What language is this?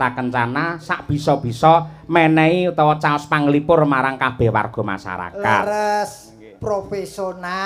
Javanese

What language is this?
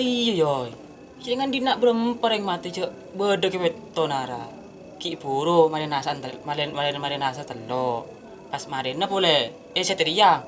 Madurese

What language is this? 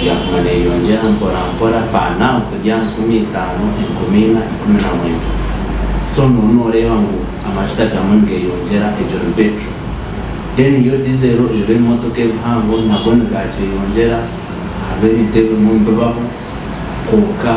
Nyankole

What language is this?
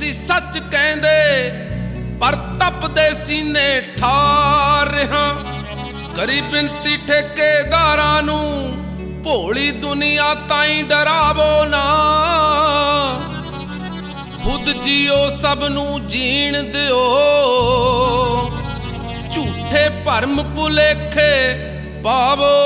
Punjabi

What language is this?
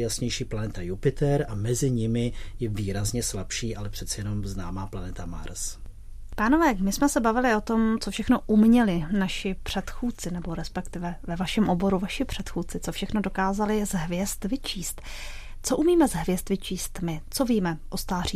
Czech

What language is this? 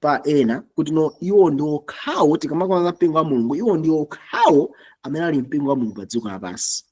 Nyanja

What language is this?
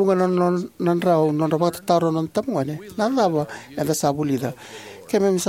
Fijian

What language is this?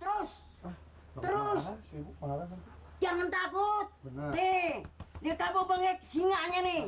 Betawi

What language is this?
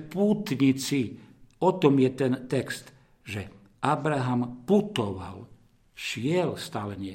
Slovak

